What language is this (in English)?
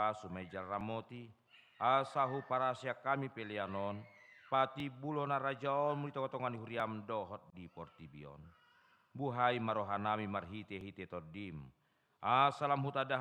Batak Toba